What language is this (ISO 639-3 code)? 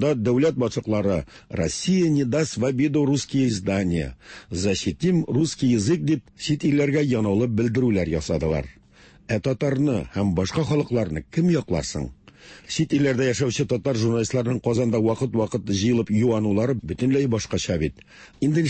tat